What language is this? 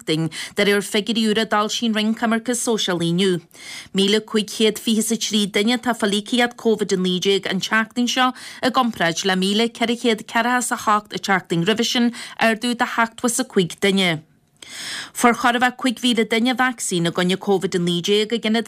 Irish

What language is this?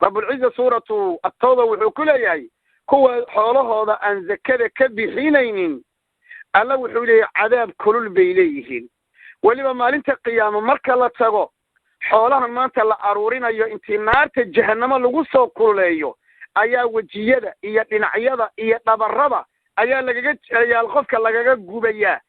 Somali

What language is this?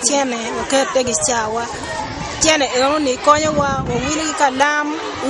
Acoli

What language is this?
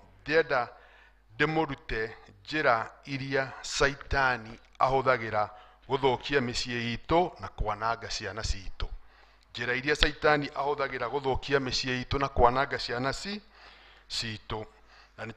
Kikuyu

